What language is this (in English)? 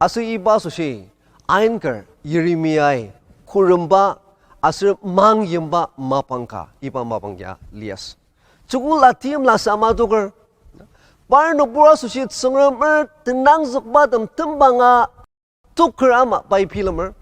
Ao Naga